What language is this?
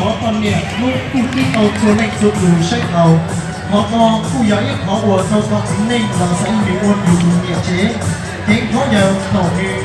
Hmong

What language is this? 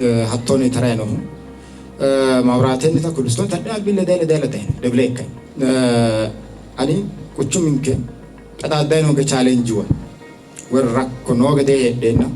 Sidamo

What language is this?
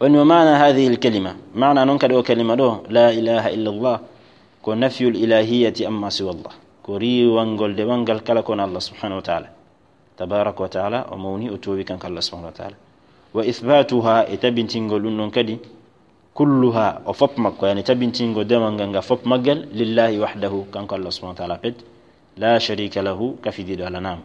Fula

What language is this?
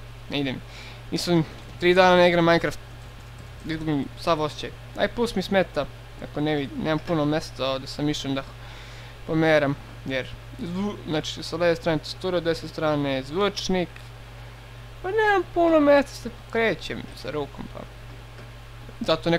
Serbian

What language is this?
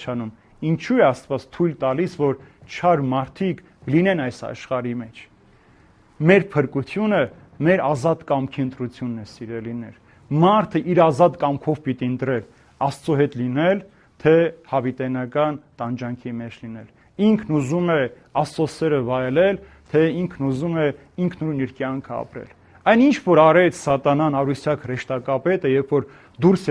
Armenian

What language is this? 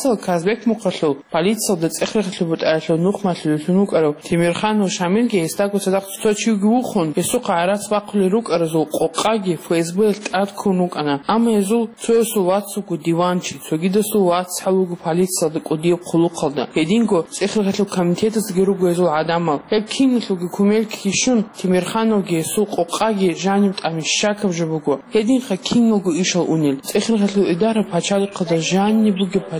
Avaric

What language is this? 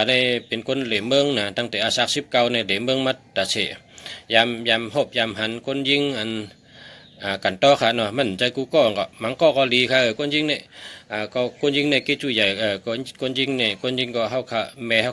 Shan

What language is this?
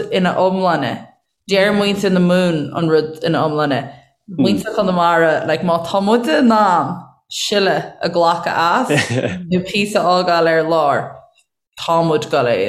Irish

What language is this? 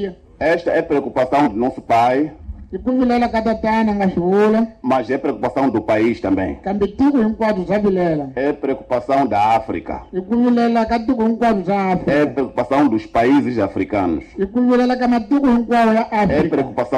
Tsonga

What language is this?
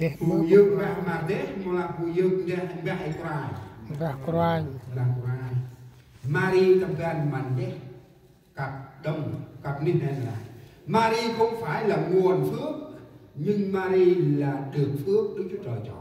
Central Mnong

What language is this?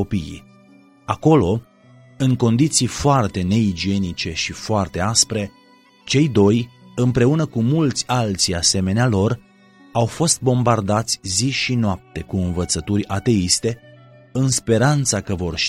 Romanian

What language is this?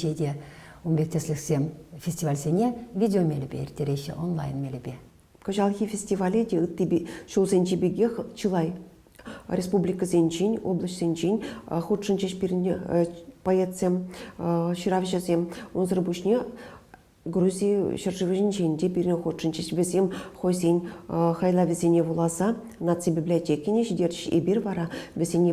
Chuvash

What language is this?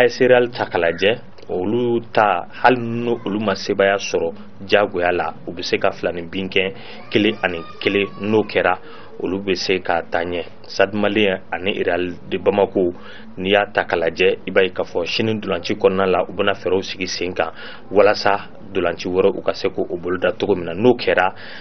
Bambara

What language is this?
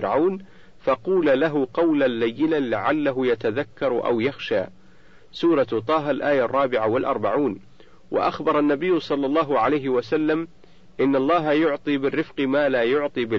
Arabic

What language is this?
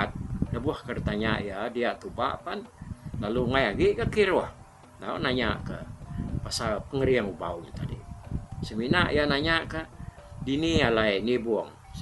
Iban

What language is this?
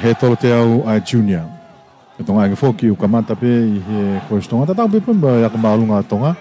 Tongan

